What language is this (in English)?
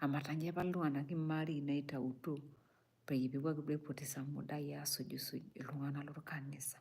Masai